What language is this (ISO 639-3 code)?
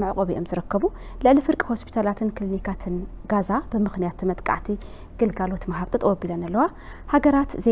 tir